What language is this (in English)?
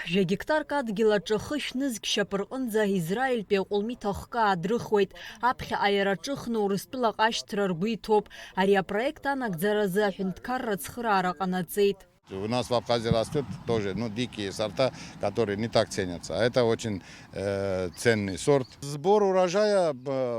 Abkhazian